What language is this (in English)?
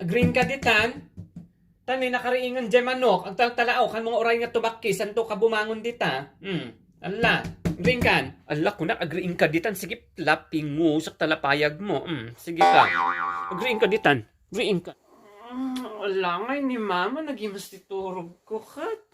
Iloko